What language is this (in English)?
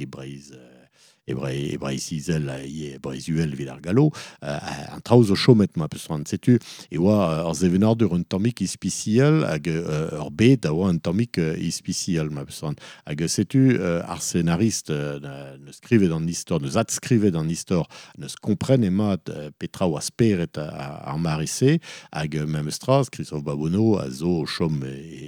Breton